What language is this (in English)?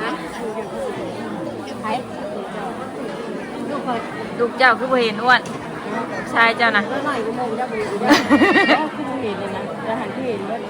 Northeastern Thai